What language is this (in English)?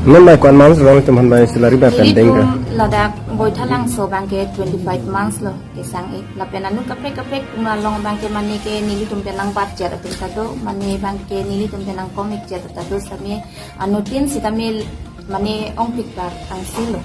Karbi